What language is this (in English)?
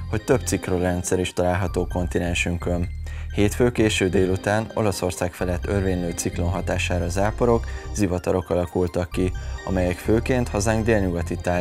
Hungarian